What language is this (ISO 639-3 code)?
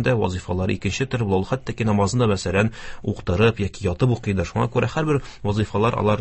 tat